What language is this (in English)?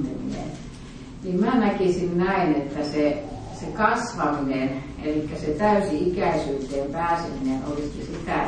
Finnish